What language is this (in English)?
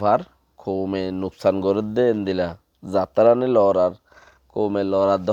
Rohingya